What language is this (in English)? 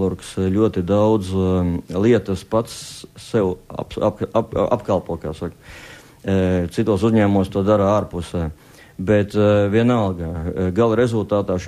Latvian